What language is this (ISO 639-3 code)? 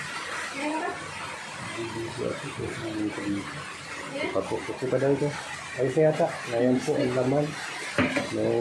fil